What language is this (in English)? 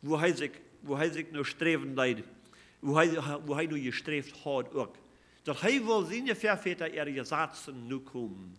Plautdietsch